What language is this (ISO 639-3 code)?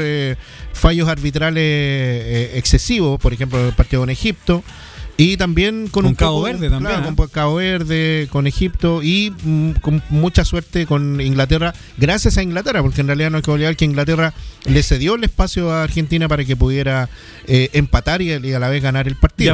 spa